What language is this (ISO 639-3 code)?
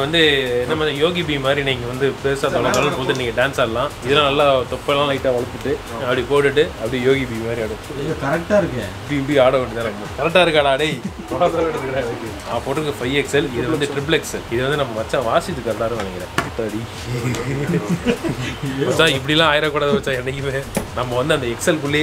tam